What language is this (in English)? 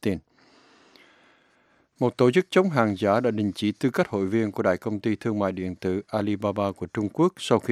Vietnamese